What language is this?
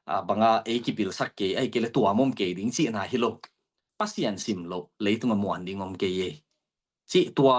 Tedim Chin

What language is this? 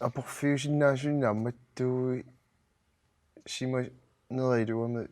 Kalaallisut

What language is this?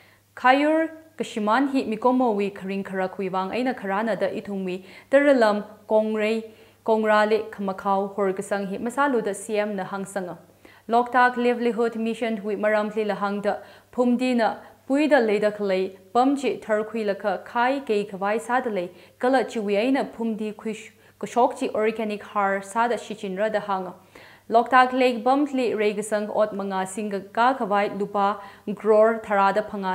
Tangkhul Naga (India)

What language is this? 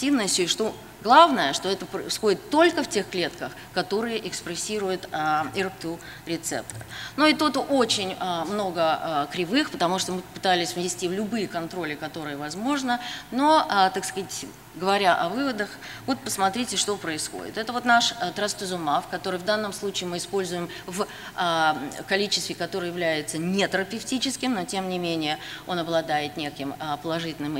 Russian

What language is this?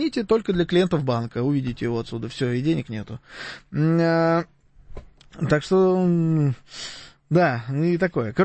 Russian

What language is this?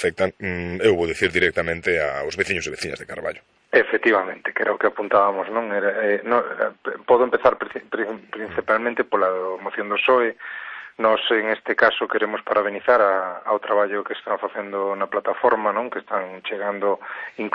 Galician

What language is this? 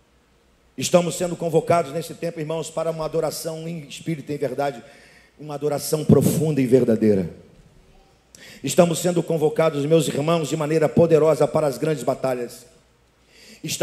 Portuguese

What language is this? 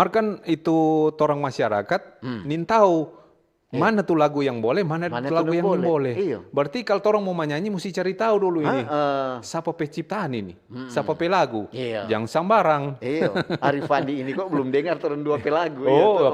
Manado Malay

